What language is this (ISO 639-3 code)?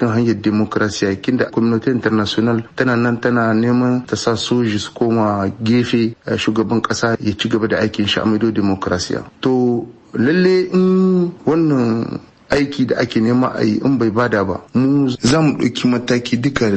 hau